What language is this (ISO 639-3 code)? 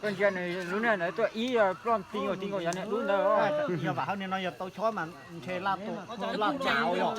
hmn